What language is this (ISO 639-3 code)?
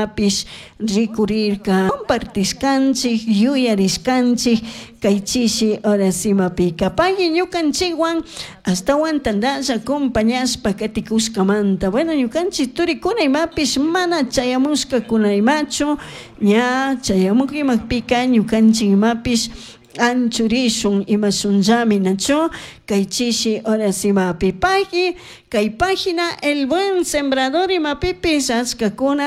qug